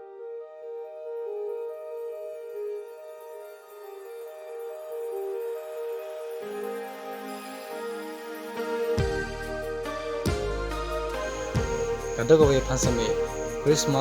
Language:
Karbi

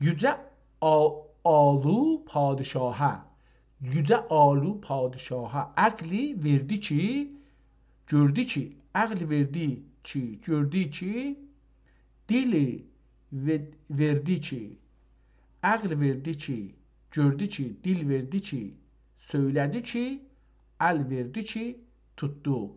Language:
South Azerbaijani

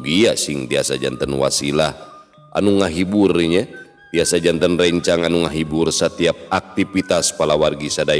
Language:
Sundanese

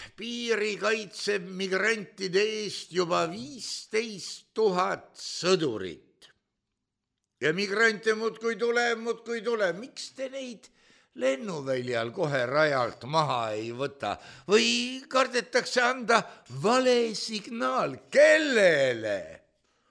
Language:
Estonian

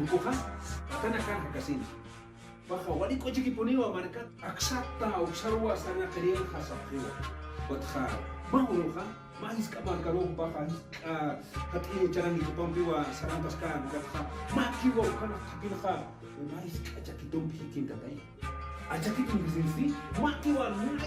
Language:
Aymara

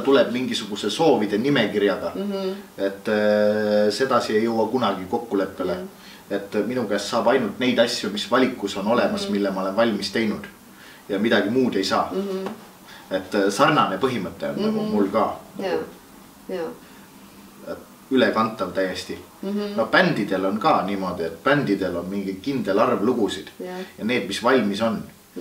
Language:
Estonian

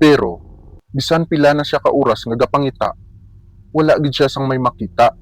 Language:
Hiligaynon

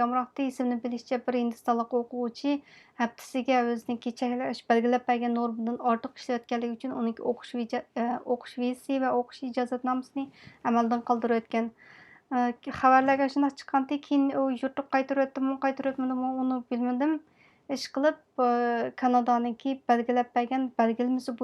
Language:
Uyghur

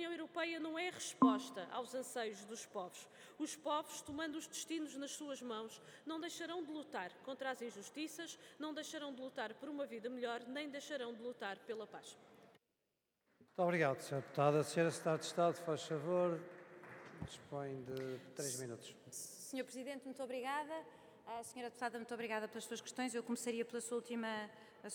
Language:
Portuguese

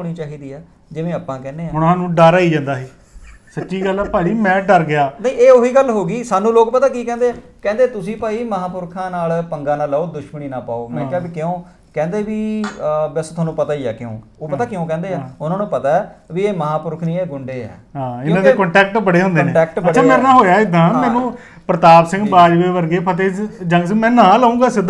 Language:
Punjabi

